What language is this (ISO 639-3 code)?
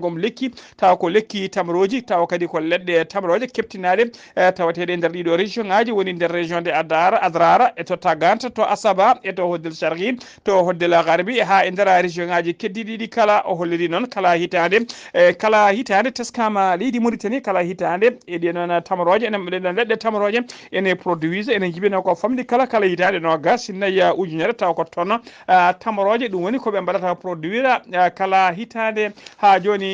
ful